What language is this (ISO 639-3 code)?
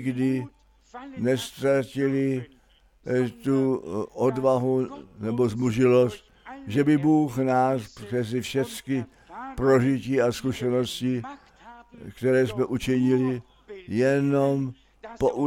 ces